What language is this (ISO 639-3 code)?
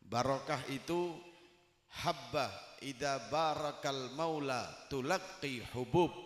mad